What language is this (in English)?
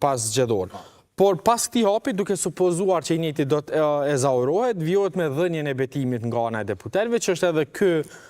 Albanian